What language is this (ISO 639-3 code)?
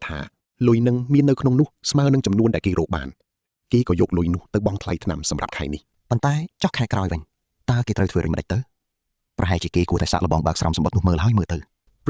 khm